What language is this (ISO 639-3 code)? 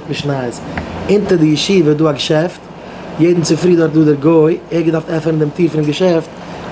yid